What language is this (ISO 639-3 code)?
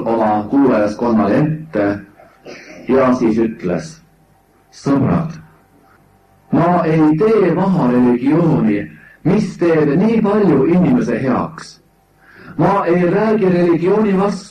est